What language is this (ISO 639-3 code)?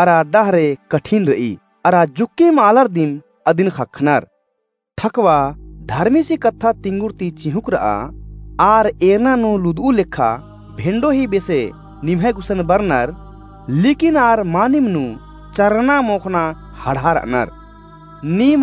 kru